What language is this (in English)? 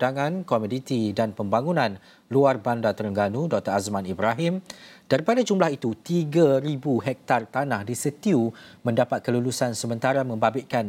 Malay